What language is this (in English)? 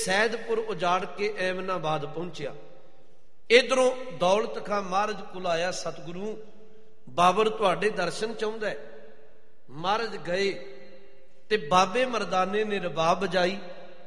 Punjabi